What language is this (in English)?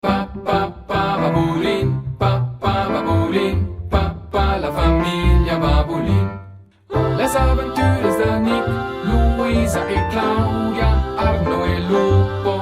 Romansh